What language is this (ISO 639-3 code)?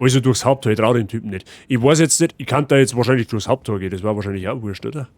bar